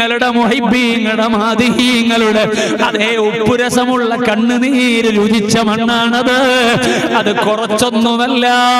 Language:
Malayalam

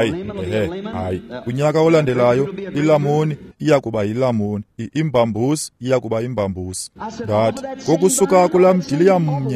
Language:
Xhosa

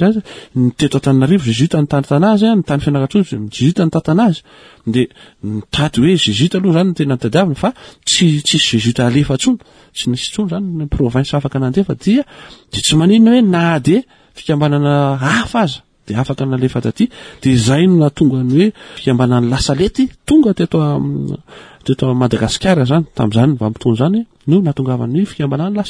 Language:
Malagasy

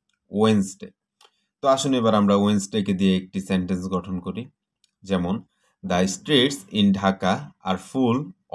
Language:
Bangla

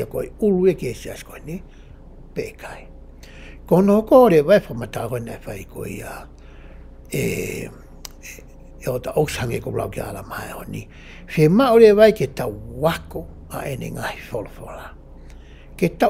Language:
Tongan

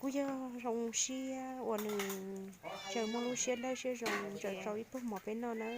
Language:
Hmong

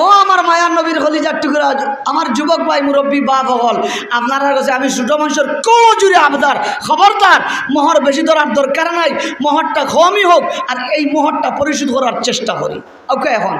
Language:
Sylheti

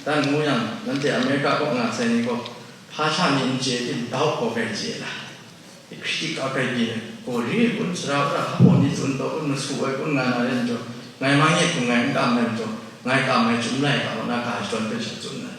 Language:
Kachin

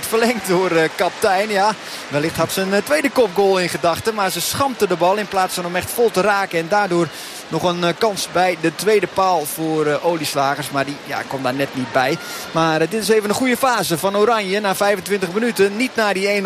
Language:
Dutch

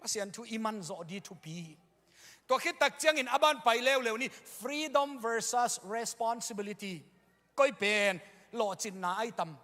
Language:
Tedim Chin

